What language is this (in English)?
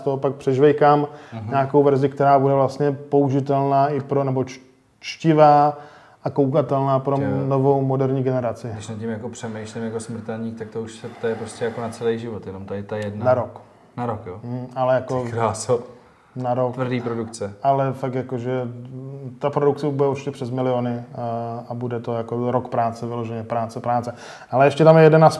Czech